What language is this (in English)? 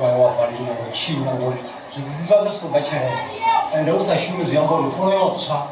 Venda